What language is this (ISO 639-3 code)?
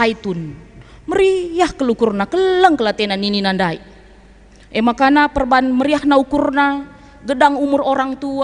btx